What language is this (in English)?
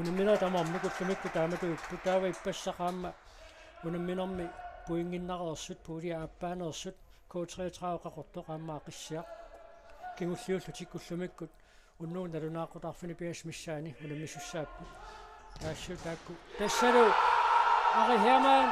Kalaallisut